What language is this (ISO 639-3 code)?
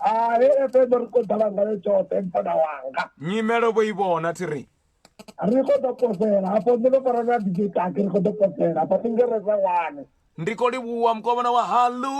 ven